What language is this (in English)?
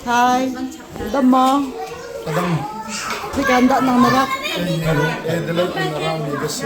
Hakha Chin